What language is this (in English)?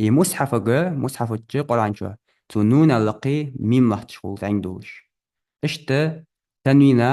Ingush